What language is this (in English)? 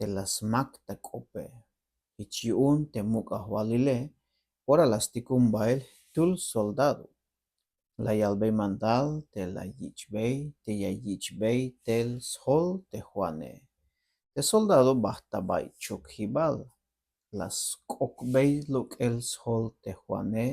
Tzeltal